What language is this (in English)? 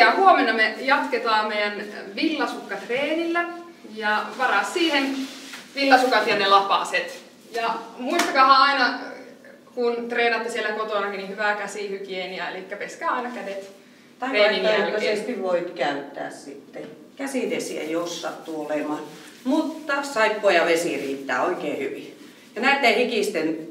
Finnish